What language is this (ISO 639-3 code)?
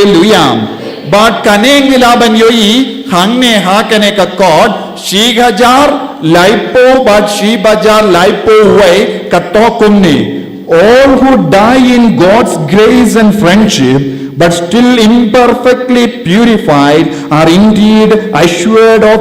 kha